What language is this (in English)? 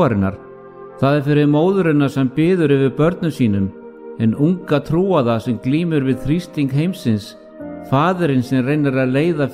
Icelandic